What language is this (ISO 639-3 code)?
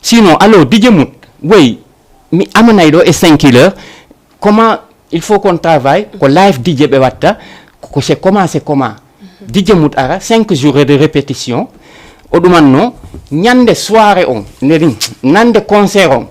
ful